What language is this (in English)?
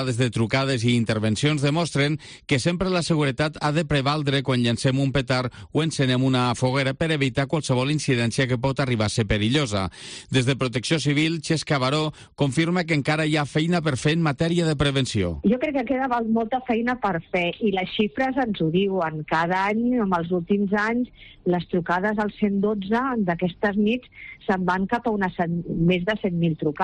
Catalan